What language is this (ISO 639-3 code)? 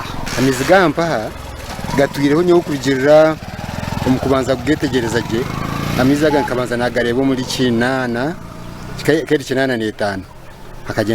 nyn